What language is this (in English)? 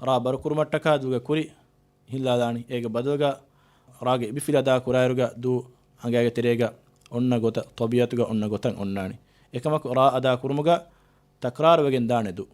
Divehi